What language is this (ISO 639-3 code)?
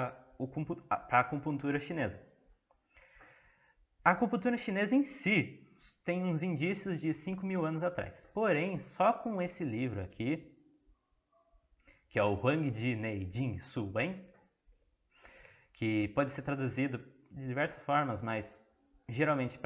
por